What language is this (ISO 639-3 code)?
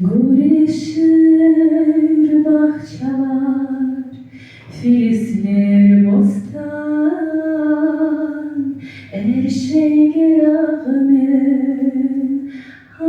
crh